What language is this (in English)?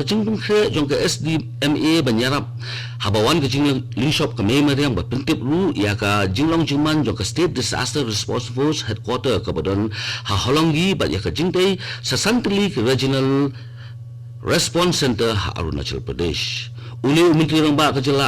Khasi